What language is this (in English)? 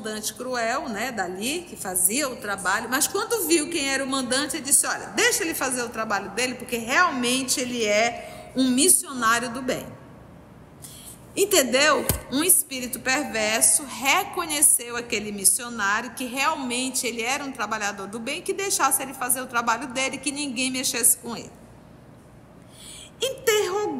Portuguese